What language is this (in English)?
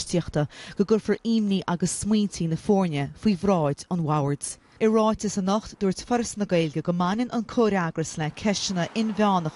Irish